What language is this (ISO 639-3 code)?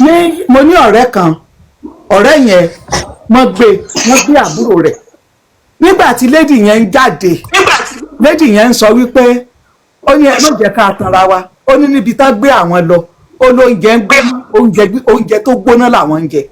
yor